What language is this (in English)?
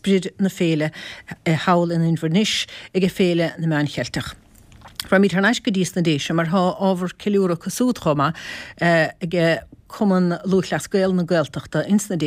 Irish